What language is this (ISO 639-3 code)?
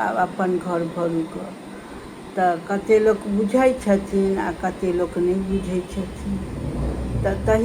mai